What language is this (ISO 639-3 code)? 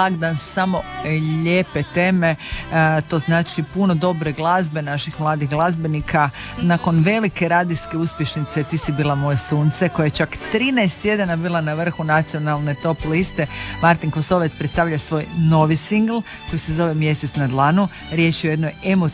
hrv